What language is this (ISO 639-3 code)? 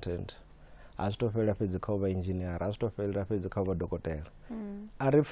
ven